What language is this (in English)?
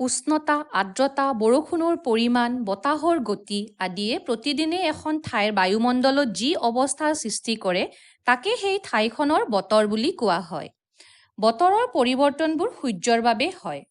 Assamese